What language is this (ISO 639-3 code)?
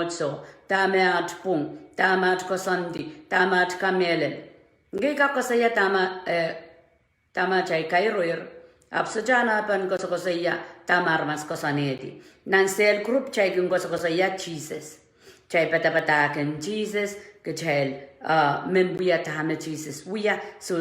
pon